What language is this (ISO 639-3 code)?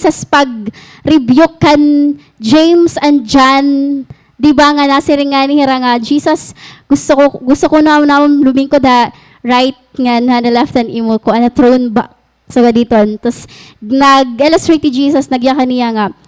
war